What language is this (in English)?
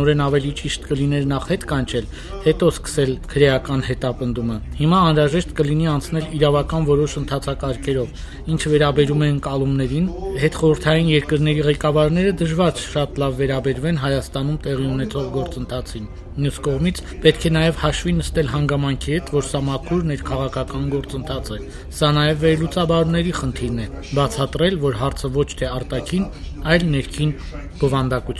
Armenian